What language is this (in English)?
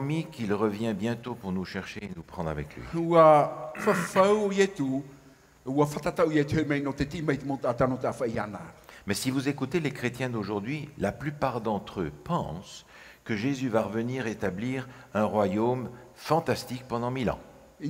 Tahitian